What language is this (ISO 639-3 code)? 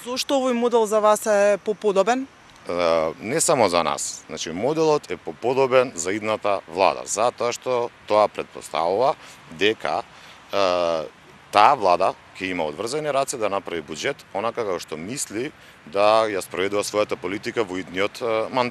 mkd